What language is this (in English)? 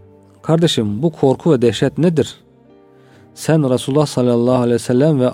Turkish